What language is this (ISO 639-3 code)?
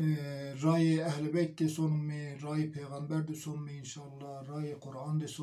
zza